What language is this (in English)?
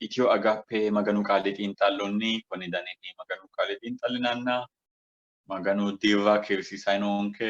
Sidamo